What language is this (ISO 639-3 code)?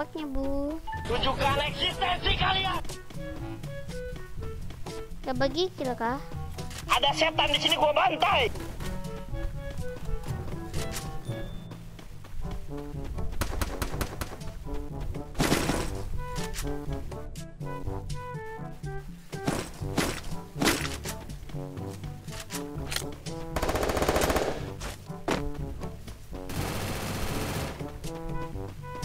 ind